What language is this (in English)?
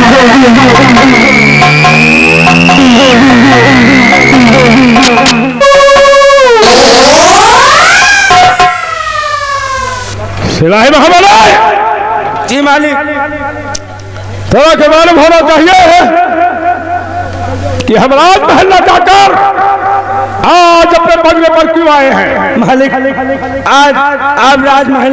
Hindi